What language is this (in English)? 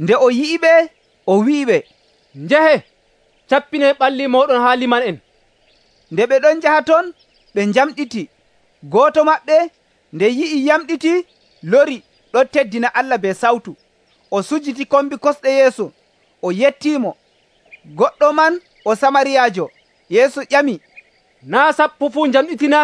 Nigerian Fulfulde